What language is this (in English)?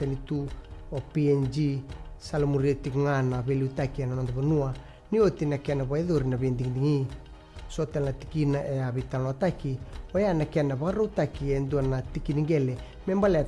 Fijian